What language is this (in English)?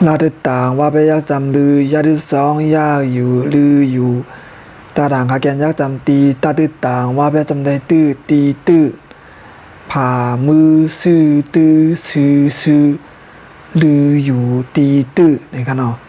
Shan